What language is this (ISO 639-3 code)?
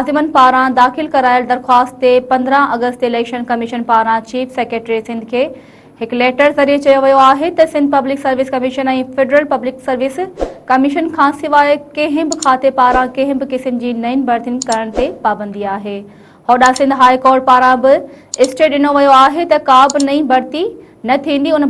snd